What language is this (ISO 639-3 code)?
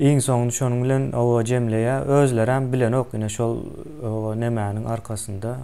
tuk